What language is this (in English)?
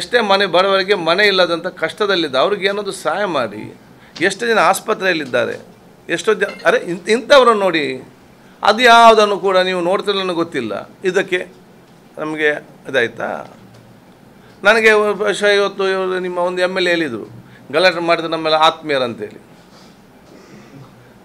Kannada